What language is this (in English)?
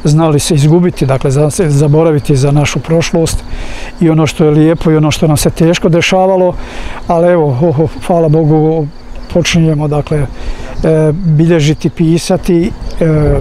Bosnian